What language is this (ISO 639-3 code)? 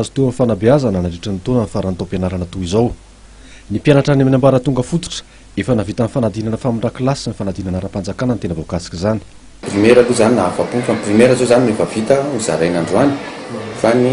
mlg